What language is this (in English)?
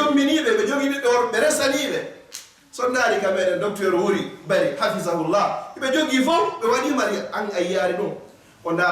Fula